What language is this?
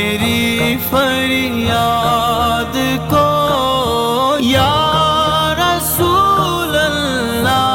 Urdu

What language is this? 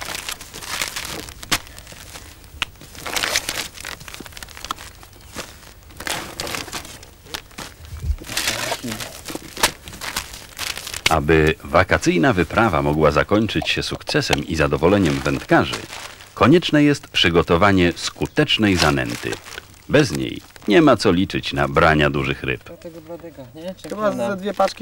Polish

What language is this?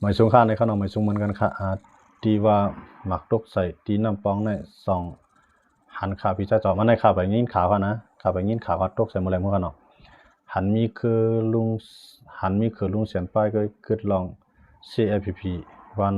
Shan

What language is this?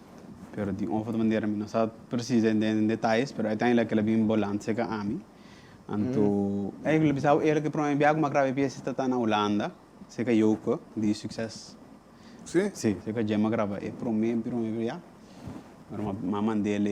Papiamento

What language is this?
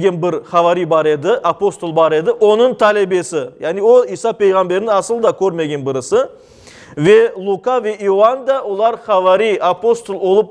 Crimean Tatar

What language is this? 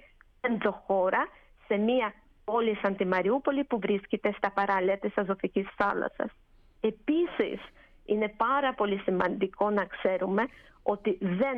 Greek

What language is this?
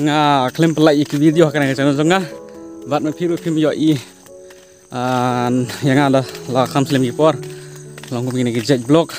Khasi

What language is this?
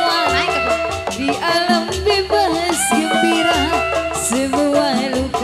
Betawi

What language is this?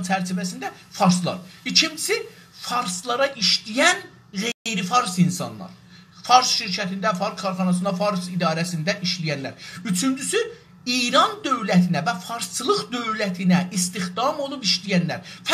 South Azerbaijani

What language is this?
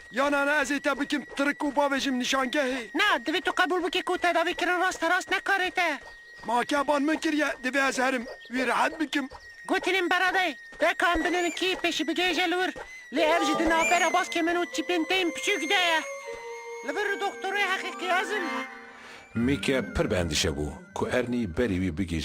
Kurdish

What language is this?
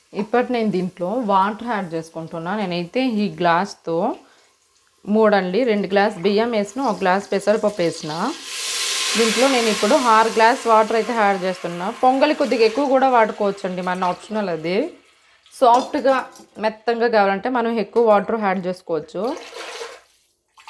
Telugu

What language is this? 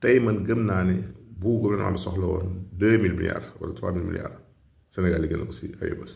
Wolof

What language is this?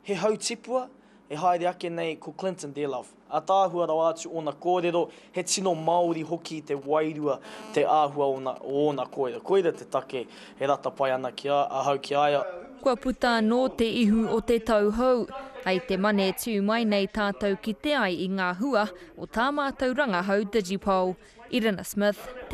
Māori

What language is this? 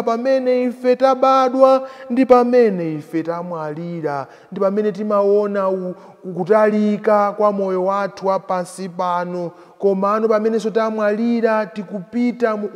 Nyanja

